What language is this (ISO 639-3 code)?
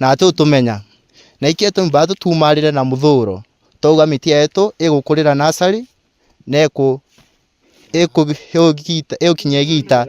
mer